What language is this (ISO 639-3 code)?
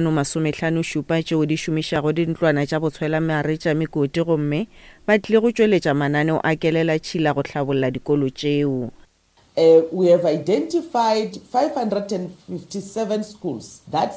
nso